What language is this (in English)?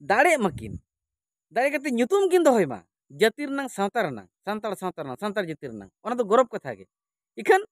Santali